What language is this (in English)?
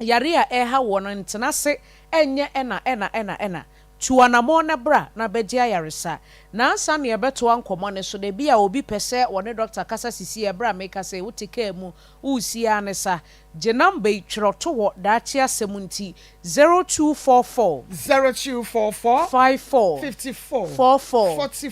Akan